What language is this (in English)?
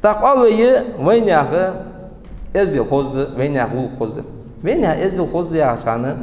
Ingush